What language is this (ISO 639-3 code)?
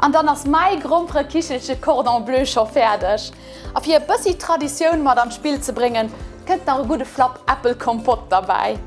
ltz